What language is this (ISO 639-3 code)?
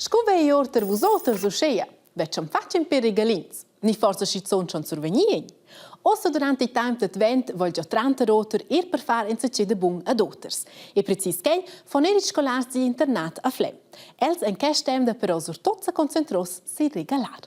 roh